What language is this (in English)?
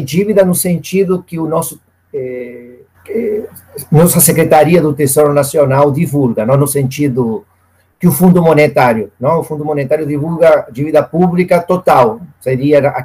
Portuguese